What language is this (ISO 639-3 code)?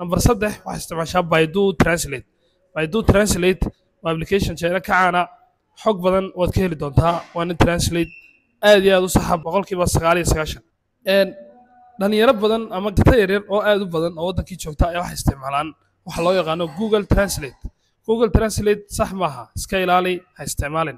som